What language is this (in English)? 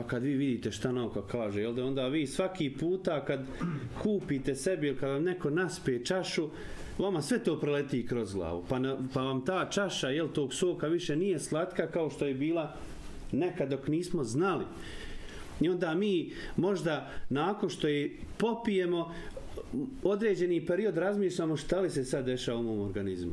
Bosnian